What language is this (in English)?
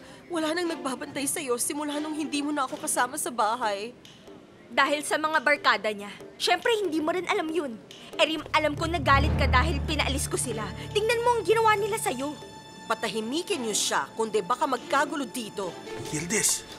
Filipino